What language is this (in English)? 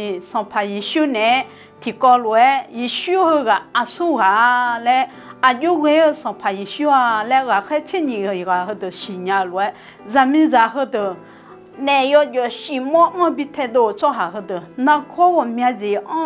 Akha